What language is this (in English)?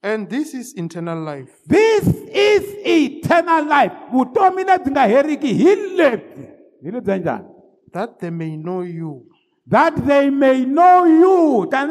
Tsonga